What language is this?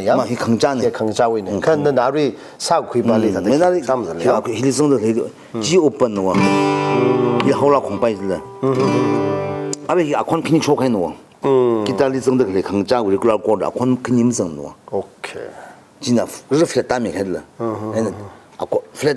Tangkhul Naga (India)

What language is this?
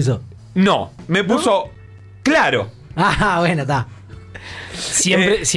Spanish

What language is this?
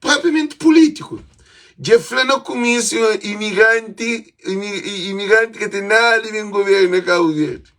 Kabuverdianu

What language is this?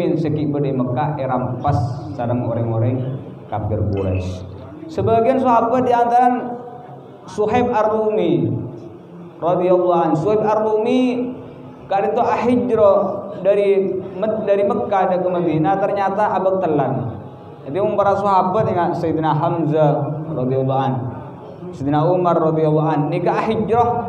Indonesian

